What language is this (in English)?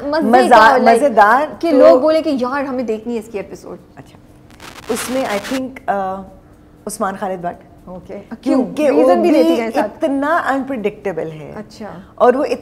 Urdu